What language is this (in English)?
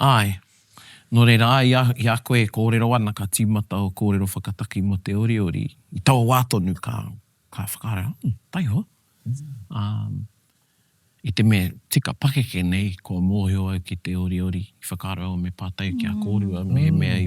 Māori